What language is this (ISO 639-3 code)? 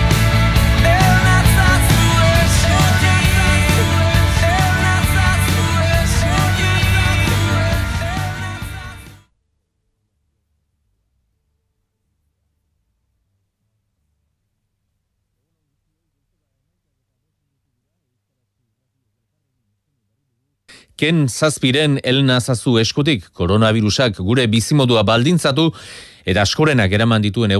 eus